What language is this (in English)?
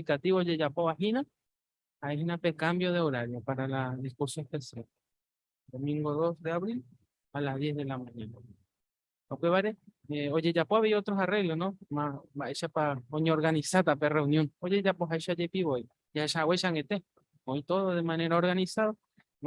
Guarani